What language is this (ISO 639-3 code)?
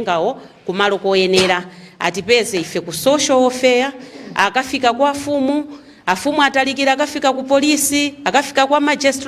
nya